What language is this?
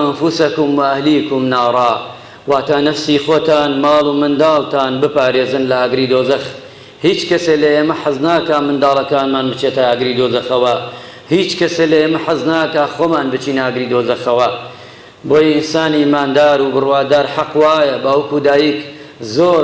Central Kurdish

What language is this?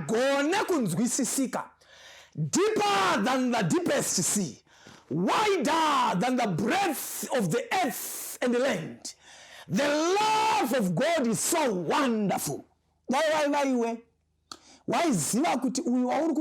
Shona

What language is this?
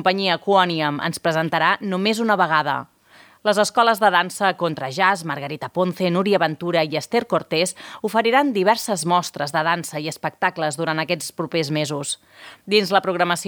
Catalan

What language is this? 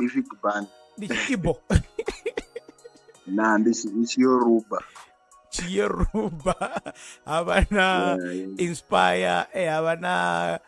Venda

